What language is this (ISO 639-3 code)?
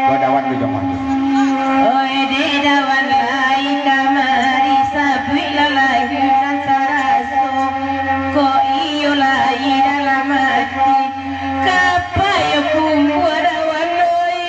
min